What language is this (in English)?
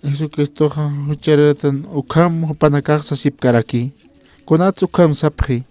Aymara